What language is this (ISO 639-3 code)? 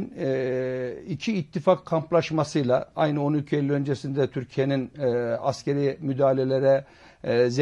tur